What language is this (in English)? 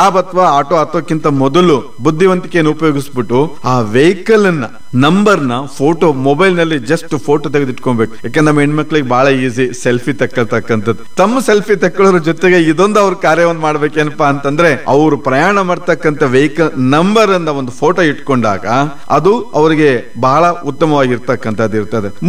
Kannada